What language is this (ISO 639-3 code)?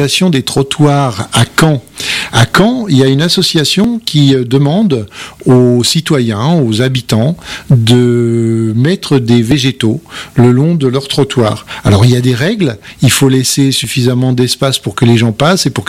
fra